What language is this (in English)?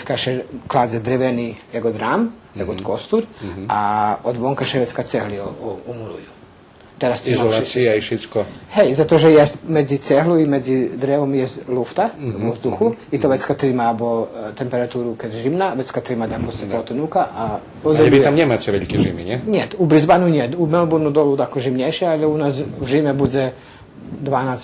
Rusyn